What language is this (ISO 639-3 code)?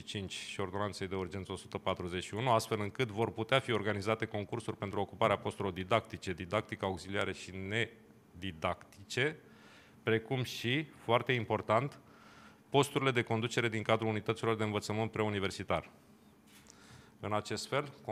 ron